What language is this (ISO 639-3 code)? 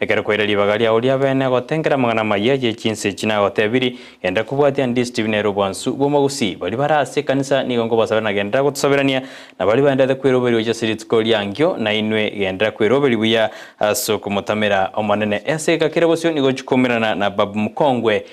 guz